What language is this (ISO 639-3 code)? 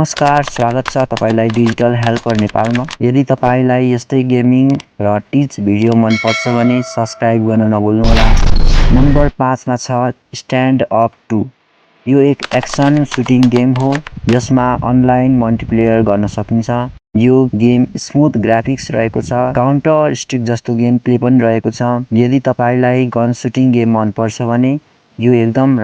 nep